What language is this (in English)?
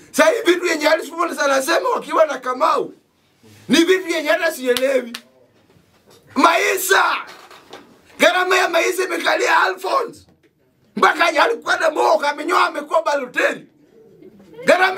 Swahili